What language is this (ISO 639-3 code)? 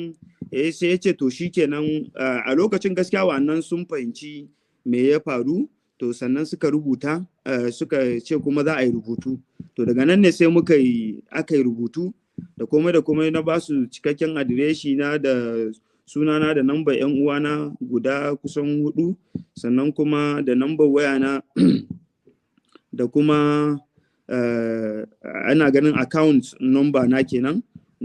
hau